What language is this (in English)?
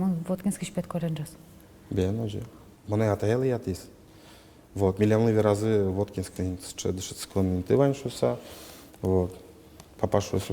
Udmurt